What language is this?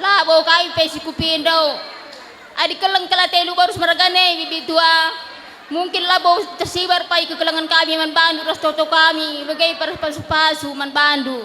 Batak Karo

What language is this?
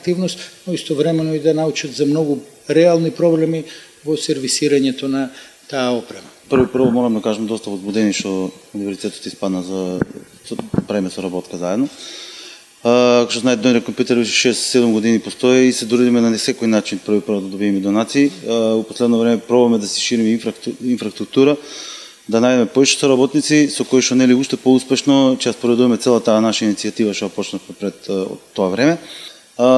Macedonian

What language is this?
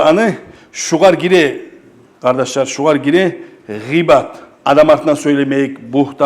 Kumyk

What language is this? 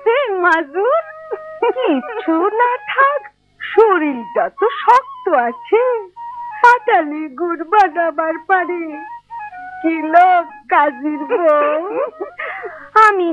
Bangla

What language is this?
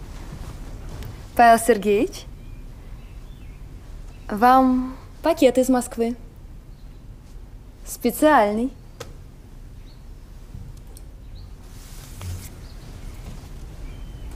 Russian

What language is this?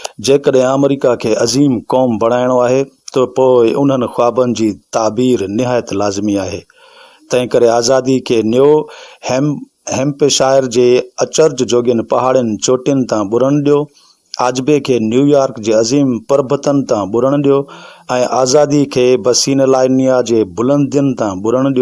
Sindhi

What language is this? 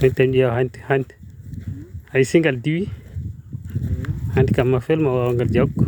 Fula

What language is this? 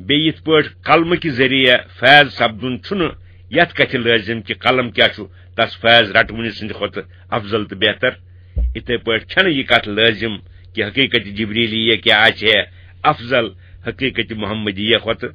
Kashmiri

